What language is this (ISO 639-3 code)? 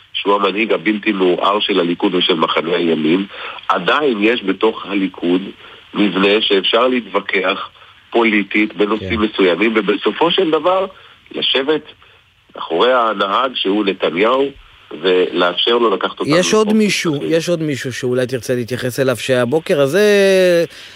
heb